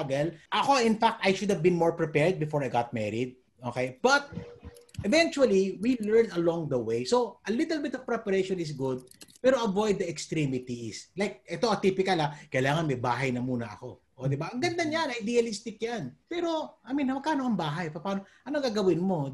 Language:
Filipino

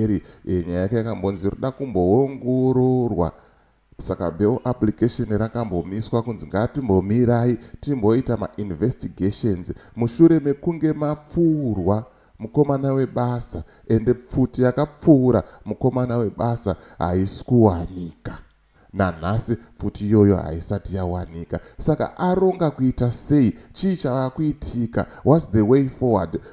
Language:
Shona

